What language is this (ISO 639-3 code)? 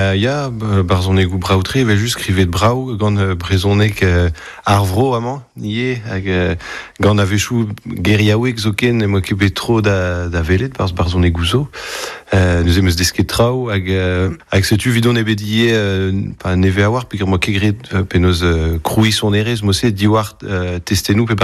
bre